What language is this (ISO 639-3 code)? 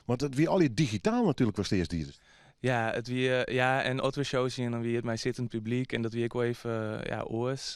fry